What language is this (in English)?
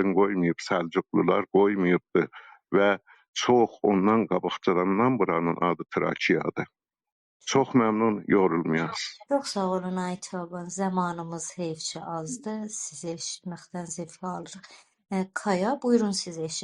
South Azerbaijani